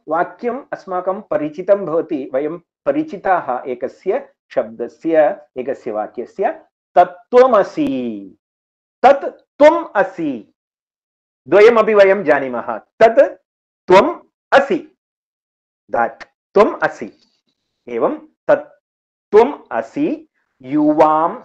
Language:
Sanskrit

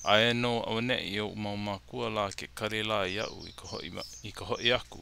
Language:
Hawaiian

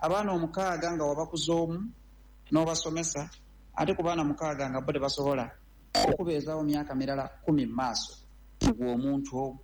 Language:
Ganda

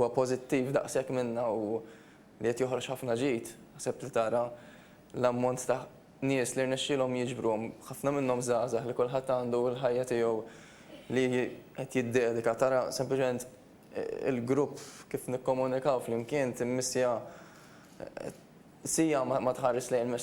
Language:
Maltese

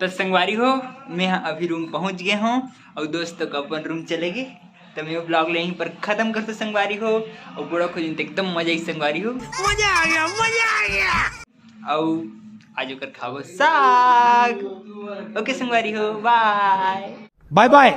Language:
Chhattisgarhi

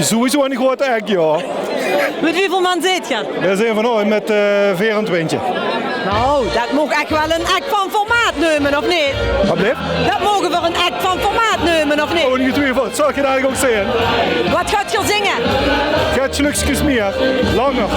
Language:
Limburgish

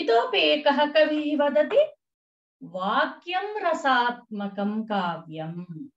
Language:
Sanskrit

